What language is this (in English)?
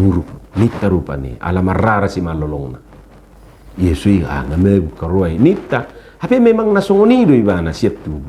Batak Toba